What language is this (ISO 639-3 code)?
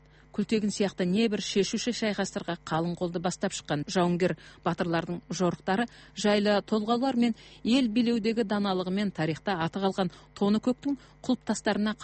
kaz